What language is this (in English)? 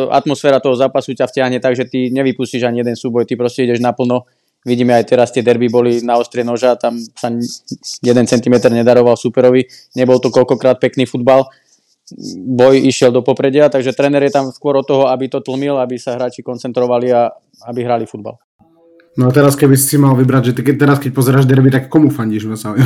Slovak